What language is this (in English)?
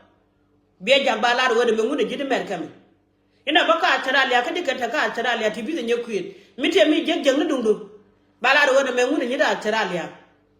Nuer